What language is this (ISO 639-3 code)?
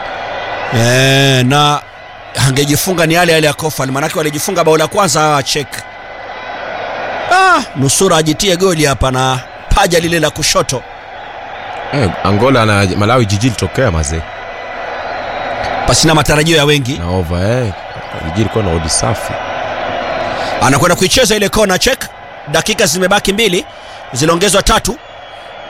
swa